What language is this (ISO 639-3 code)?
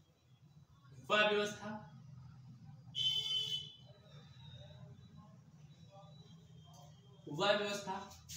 hin